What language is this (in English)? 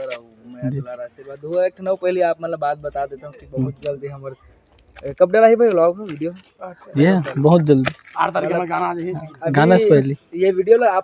Chhattisgarhi